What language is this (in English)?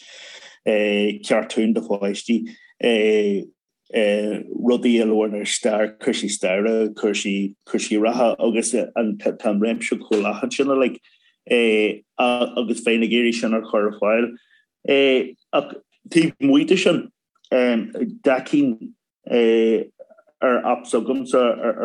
Irish